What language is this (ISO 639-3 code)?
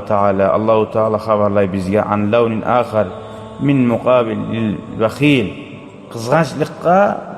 kum